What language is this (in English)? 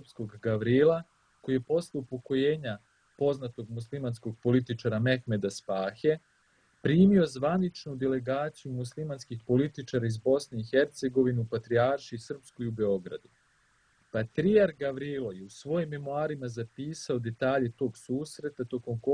Serbian